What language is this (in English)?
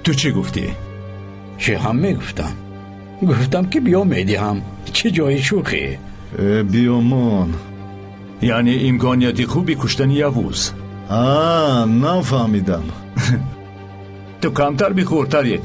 Tajik